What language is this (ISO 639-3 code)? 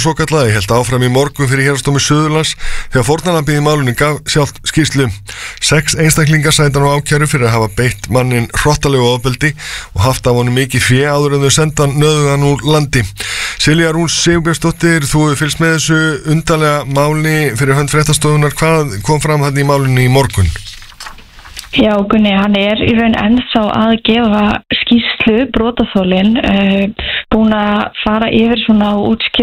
isl